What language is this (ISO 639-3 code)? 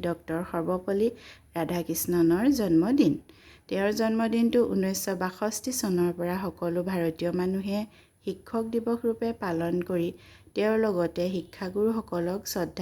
asm